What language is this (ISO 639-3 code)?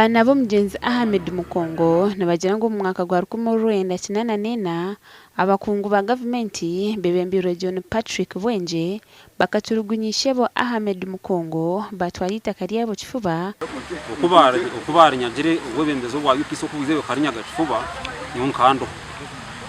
nyn